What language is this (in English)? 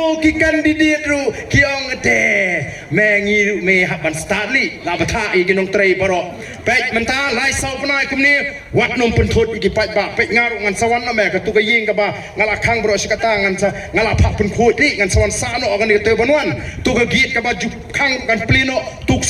Khasi